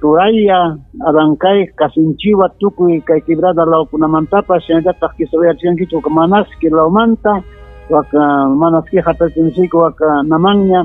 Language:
Ayacucho Quechua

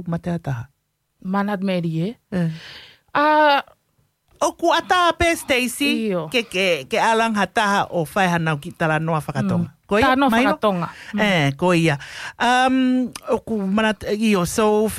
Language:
Tongan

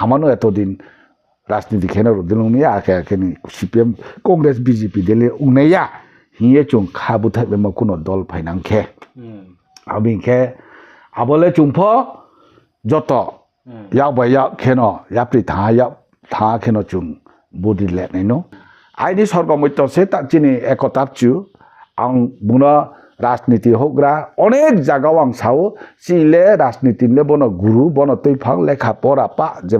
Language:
Riang (India)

